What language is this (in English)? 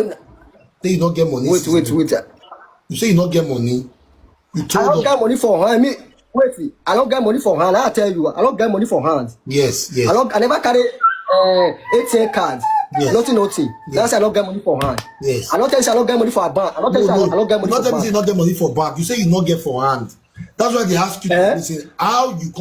Nigerian Pidgin